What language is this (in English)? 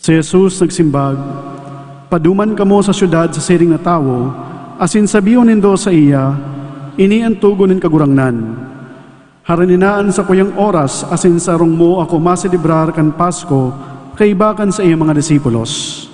Bikol